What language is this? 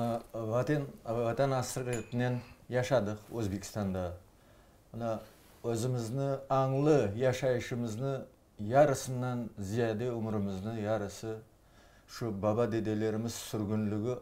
Crimean Tatar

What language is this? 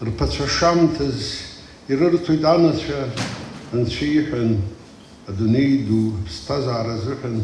Abkhazian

